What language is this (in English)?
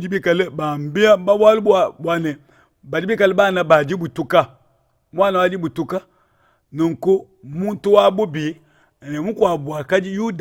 Luba-Lulua